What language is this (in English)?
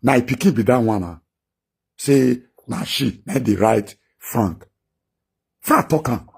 Nigerian Pidgin